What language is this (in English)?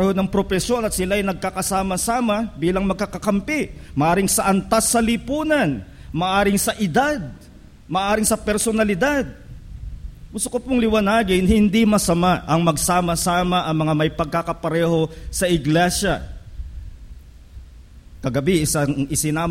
Filipino